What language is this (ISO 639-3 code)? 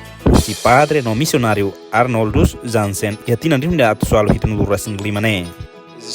tet